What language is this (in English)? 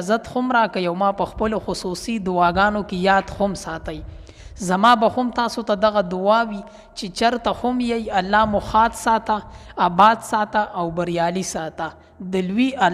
Pashto